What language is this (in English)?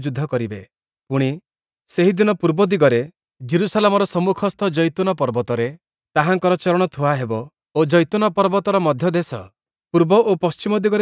Odia